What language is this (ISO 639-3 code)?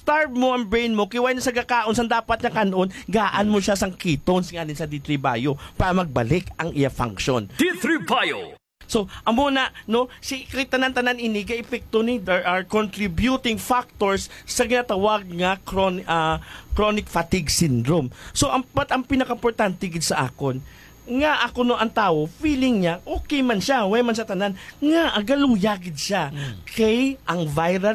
hil